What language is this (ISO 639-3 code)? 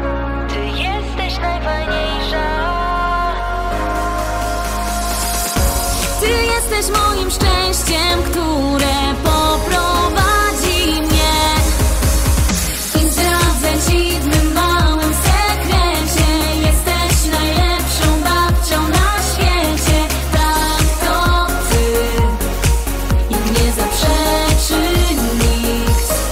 pol